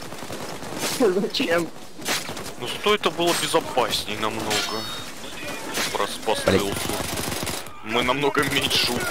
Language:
Russian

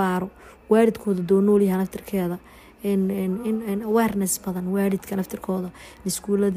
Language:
Somali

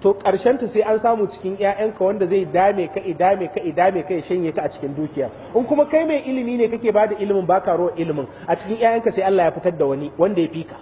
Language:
Hausa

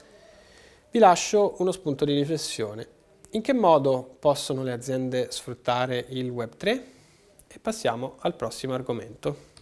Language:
Italian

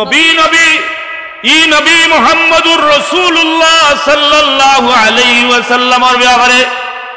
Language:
Sylheti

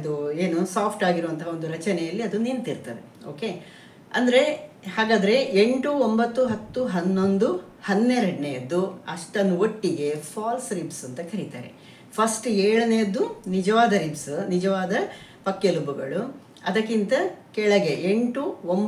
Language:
Kannada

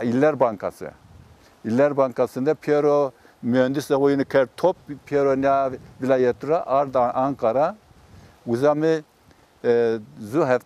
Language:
Zaza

